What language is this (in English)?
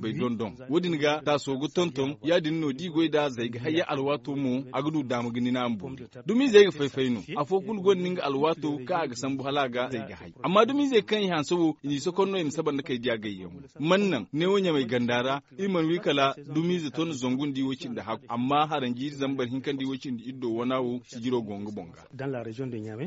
Zarma